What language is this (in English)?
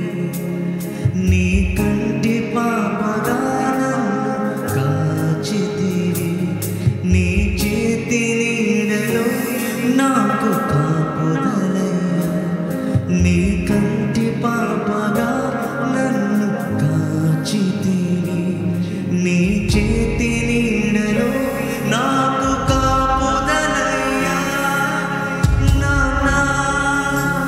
Telugu